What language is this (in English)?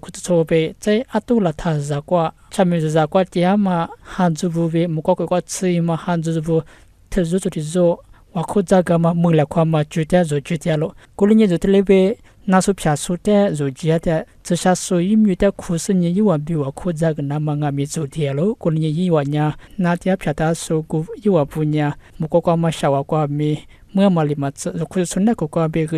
Lisu